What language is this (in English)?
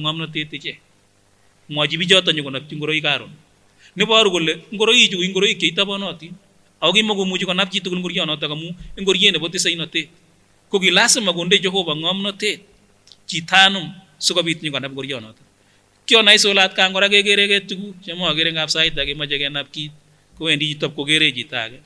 Kipsigis